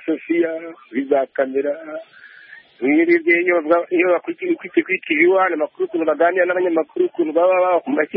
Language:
Kinyarwanda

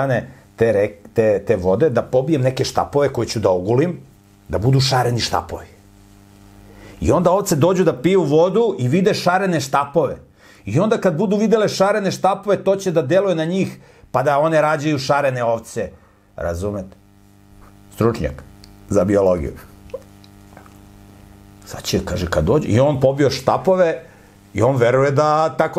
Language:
Serbian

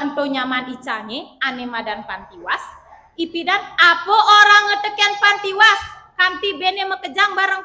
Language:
Balinese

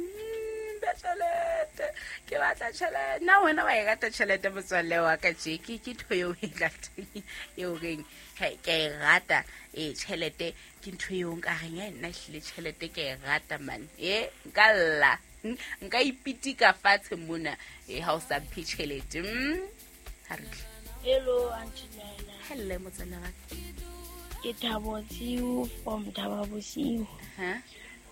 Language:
Southern Sotho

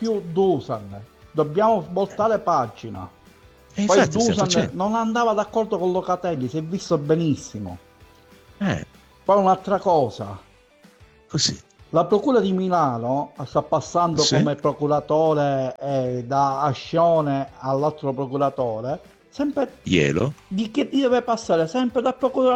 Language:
Italian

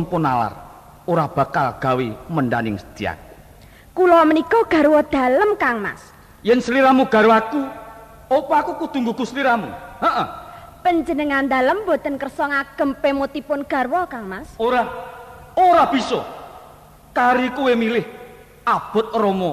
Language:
Javanese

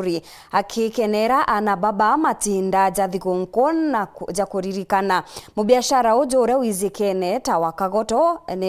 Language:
Meru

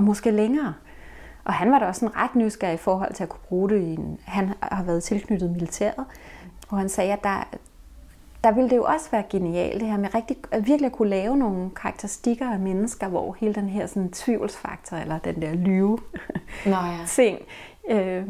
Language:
Danish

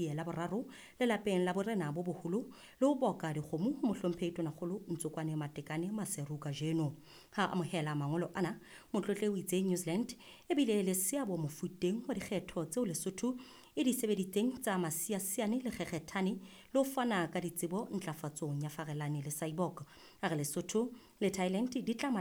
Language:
Southern Sotho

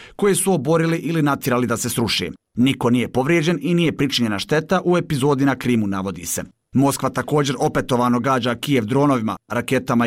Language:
Bosnian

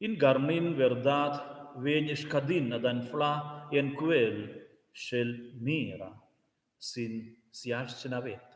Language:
Romansh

